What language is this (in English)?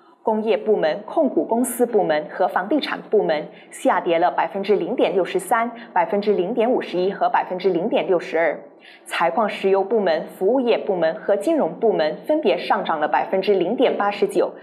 Chinese